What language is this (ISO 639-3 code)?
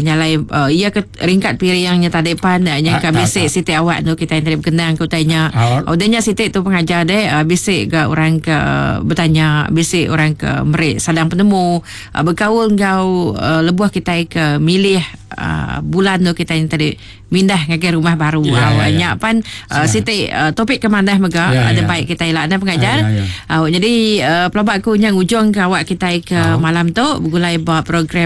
iba